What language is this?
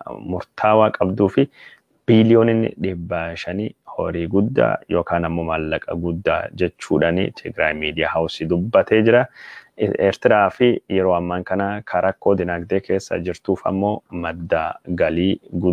Oromo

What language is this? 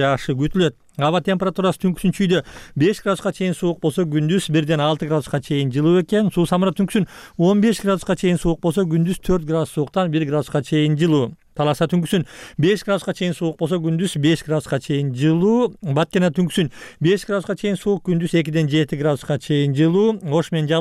Kyrgyz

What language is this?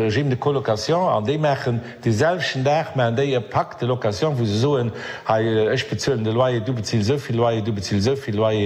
Luxembourgish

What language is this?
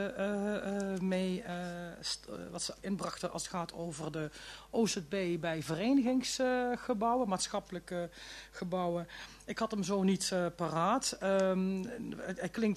Dutch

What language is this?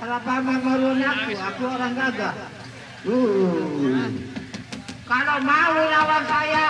Sasak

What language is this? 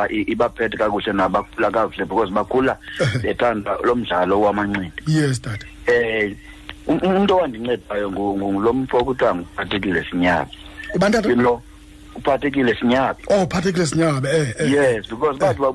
Xhosa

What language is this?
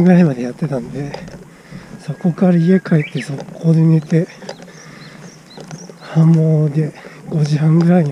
Japanese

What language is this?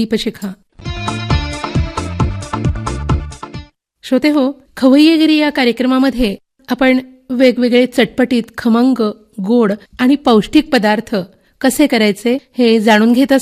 Marathi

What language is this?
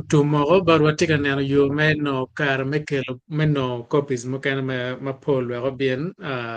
Acoli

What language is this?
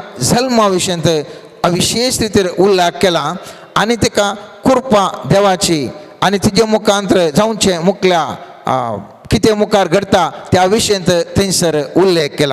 Konkani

